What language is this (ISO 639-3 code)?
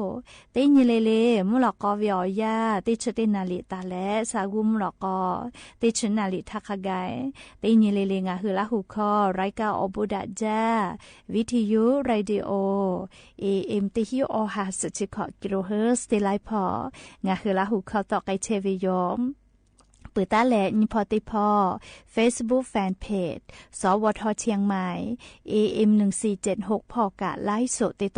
lhu